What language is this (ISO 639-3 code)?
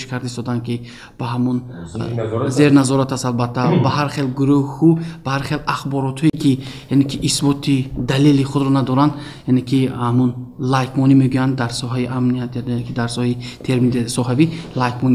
tgk